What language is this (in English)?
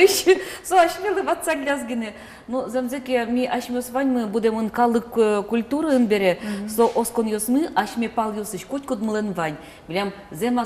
Udmurt